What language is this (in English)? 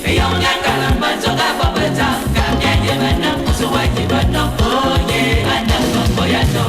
Fang